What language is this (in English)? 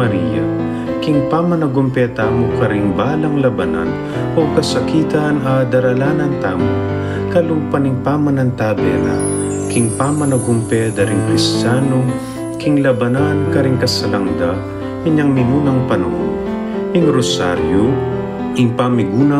Pampanga